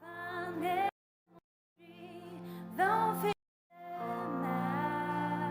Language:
Faroese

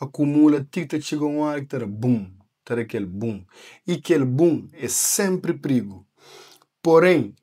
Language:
Kabuverdianu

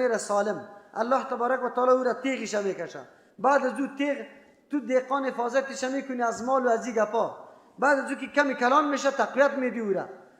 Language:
Persian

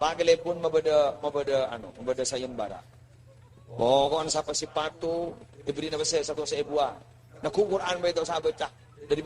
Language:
Madurese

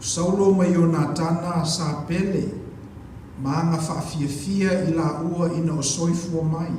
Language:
Samoan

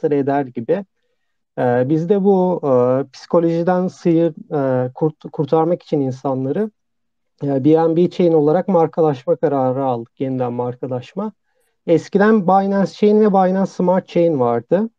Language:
Turkish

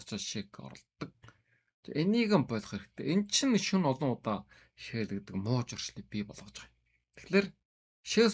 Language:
Mongolian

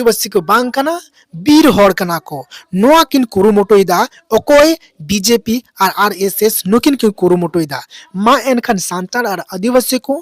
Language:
Santali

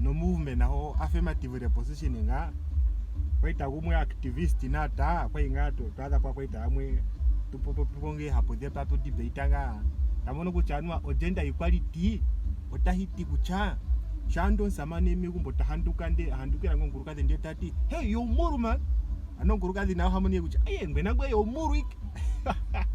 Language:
Ndonga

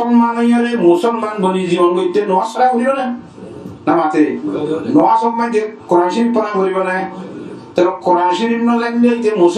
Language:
Rohingya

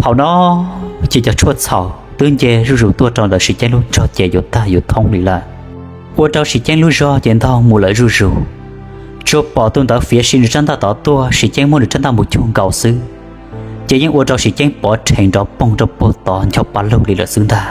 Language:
Hmong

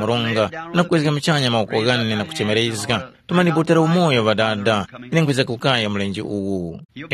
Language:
Tumbuka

